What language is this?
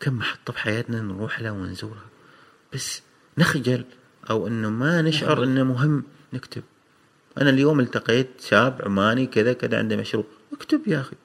Gulf Arabic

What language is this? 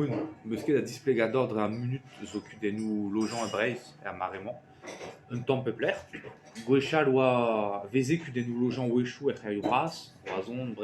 Breton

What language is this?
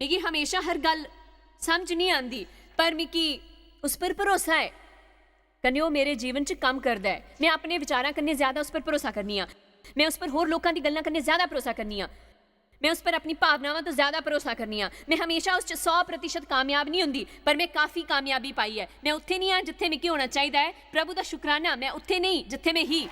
Dogri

